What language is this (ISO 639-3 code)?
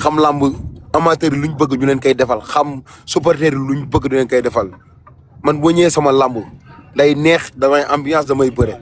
wol